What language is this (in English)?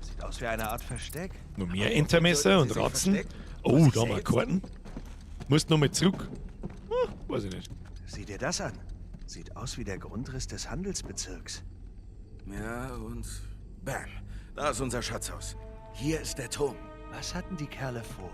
Bavarian